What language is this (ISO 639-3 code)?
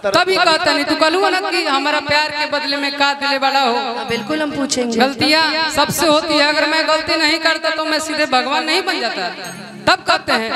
bho